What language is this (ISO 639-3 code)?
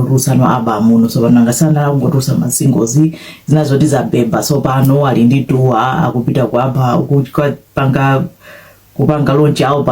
nya